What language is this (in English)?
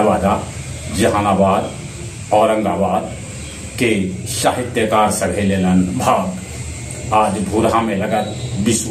Magahi